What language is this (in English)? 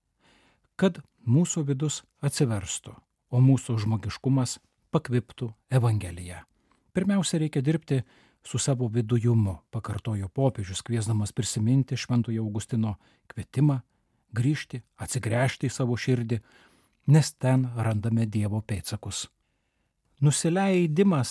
Lithuanian